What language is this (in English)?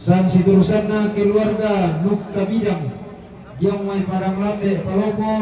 Toraja-Sa'dan